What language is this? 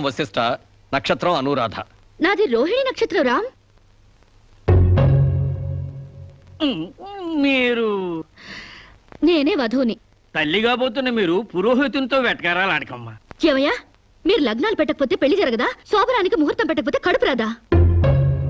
Telugu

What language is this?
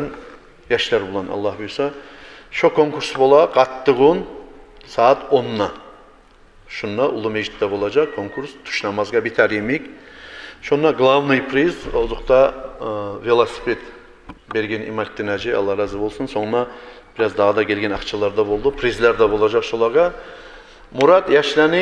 Kumyk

